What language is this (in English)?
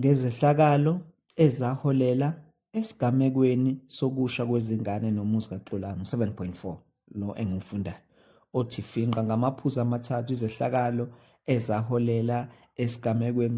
Zulu